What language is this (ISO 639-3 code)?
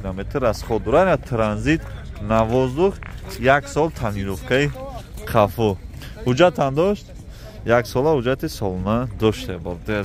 tgk